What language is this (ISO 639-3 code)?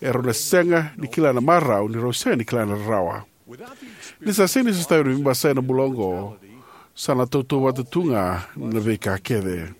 fij